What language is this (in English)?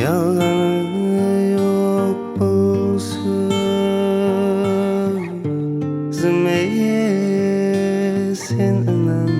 Kara-Kalpak